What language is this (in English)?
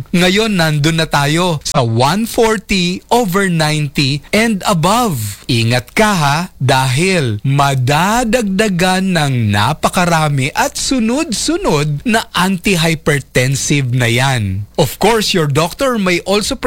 Filipino